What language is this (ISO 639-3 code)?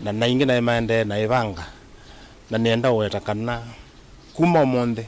kam